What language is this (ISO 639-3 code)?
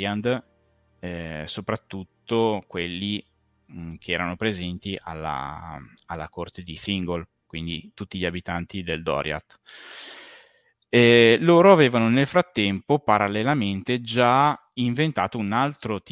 ita